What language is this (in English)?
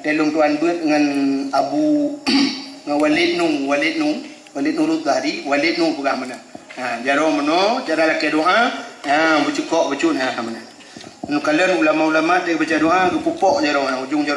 Achinese